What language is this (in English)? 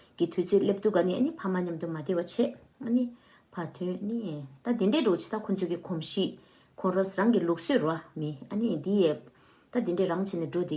Tibetan